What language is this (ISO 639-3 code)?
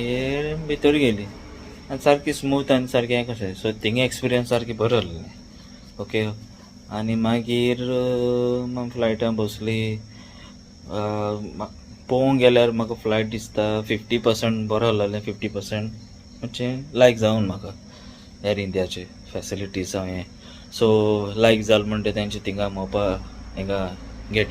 kok